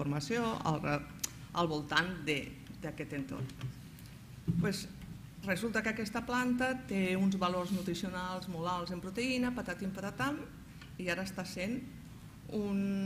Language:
Catalan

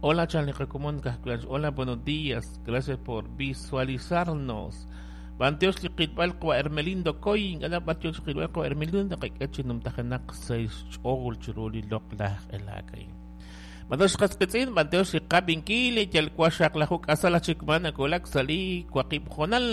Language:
Kekchí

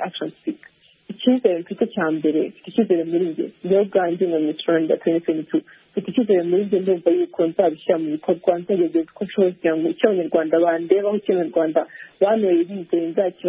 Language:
Kinyarwanda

